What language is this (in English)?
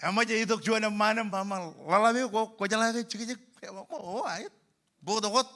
Marshallese